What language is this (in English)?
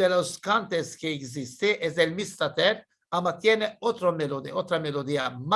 Ladino